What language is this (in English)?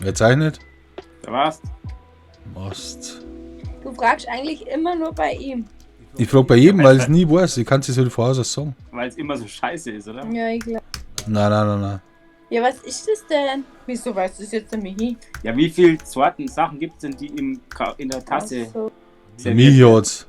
Bavarian